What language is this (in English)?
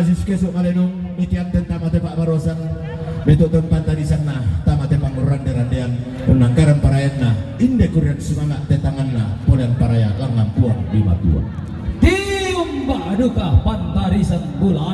Toraja-Sa'dan